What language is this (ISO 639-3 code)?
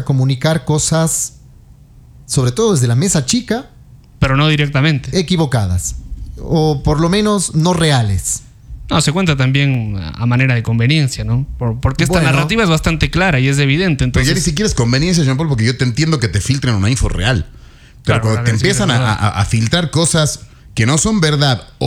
spa